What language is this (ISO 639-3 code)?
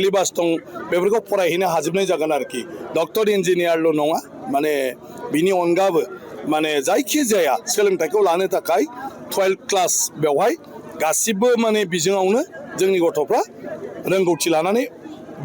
brx